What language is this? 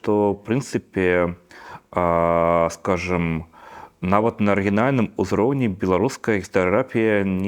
Belarusian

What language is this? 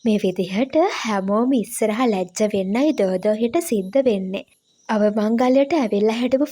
Sinhala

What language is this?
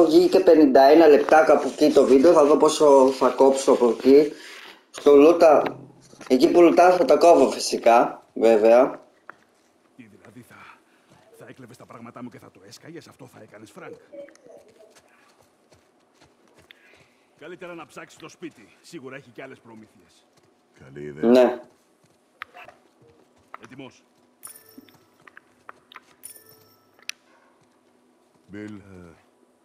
Greek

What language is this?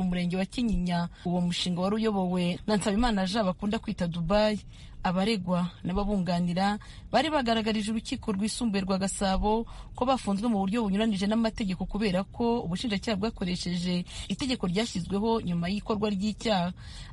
Kinyarwanda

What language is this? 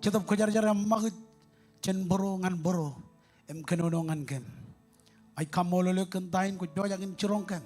Marshallese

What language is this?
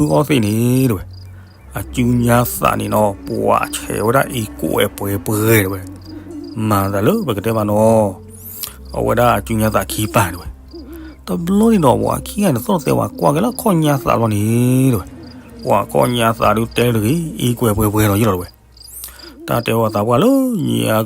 S'gaw Karen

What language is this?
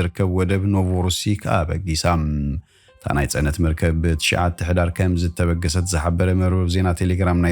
Tigrinya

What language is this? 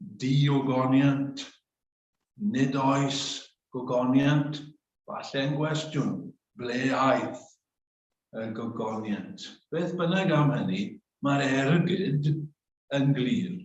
Welsh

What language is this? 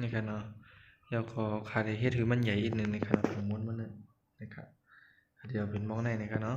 Shan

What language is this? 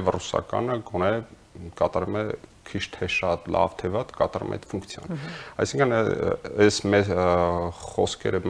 Armenian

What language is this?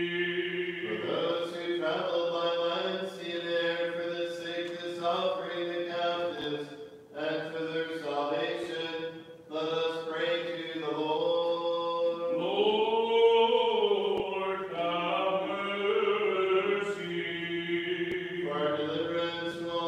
English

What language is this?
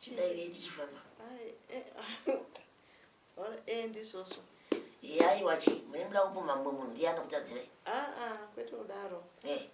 Shona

